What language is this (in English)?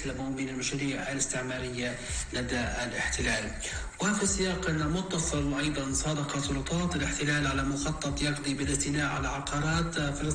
Arabic